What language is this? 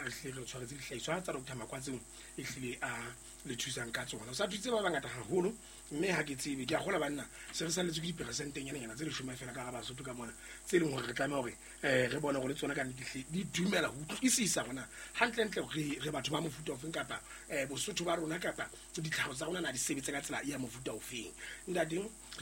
Southern Sotho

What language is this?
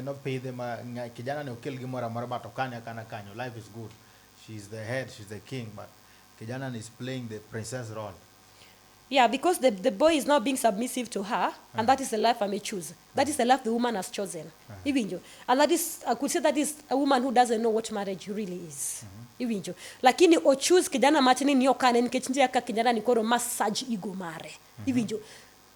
Luo (Kenya and Tanzania)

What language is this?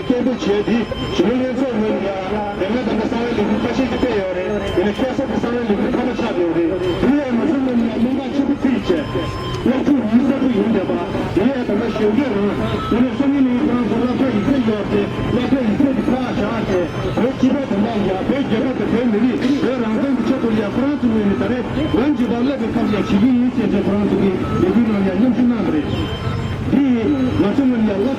Tibetan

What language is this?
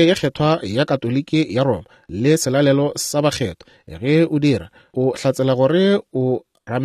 Northern Sotho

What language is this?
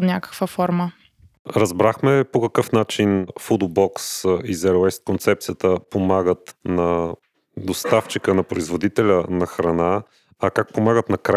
Bulgarian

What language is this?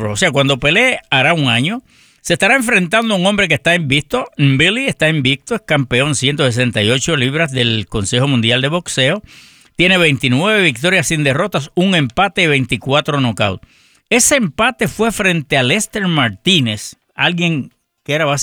Spanish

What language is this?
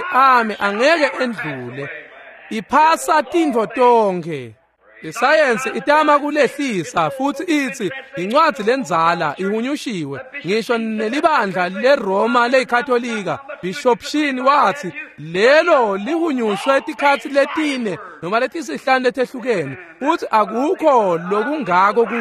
Swati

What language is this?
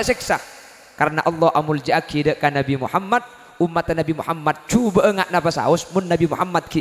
Madurese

